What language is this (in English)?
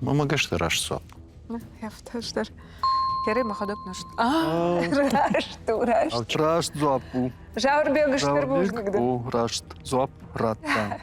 Ossetic